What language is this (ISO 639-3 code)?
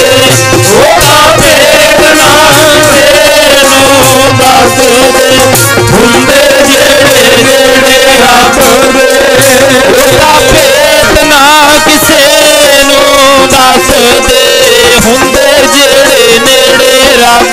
pan